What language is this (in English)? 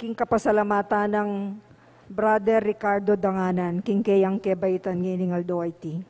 Pampanga